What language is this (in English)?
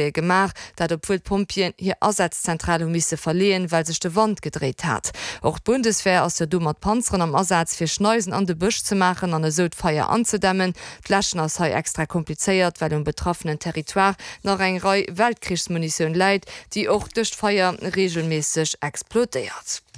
Luxembourgish